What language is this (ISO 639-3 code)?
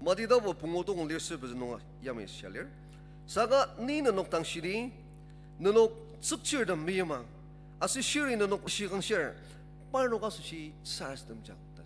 njo